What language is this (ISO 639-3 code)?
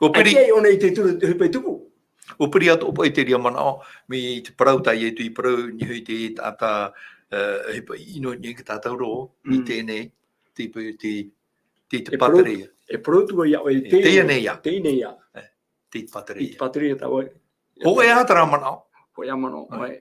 tah